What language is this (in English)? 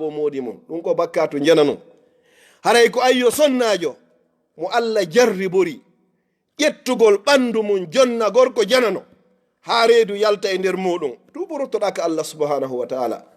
Fula